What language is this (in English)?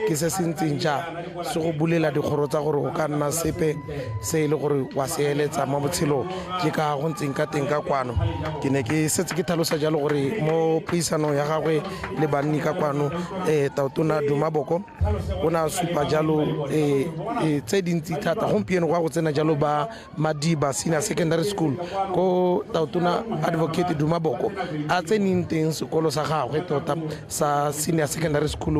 Tswana